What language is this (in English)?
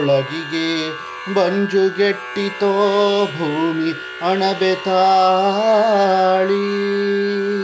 Kannada